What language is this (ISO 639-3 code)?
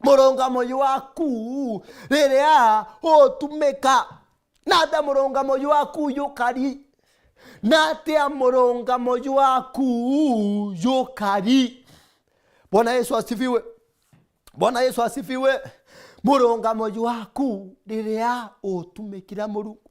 mer